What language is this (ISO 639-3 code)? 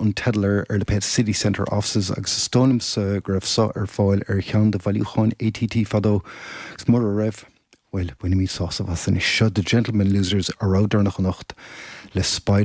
gle